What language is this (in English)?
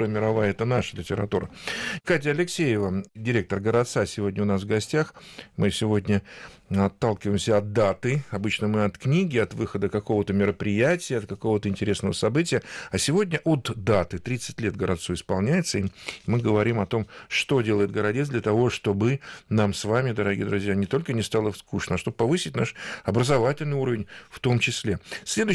Russian